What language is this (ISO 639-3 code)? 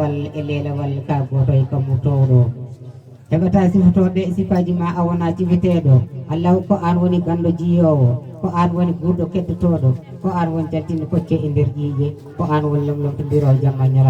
ful